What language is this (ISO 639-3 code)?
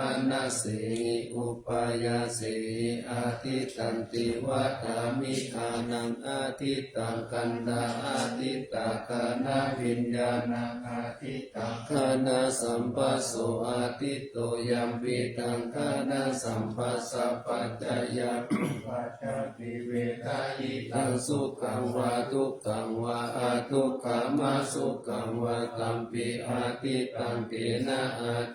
pli